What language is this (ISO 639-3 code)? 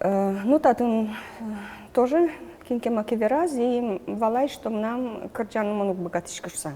udm